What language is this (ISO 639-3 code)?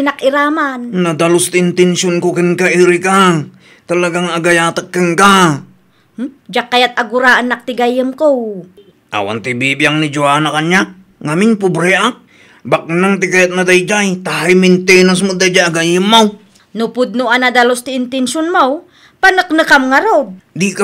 ilo